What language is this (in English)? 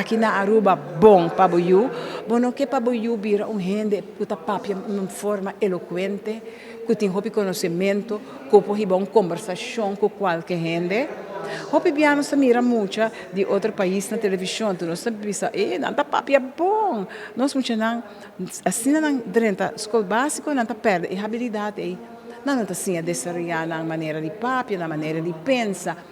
Papiamento